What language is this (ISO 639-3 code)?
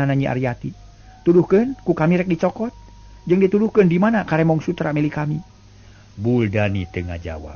sun